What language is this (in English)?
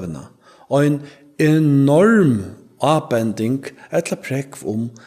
Faroese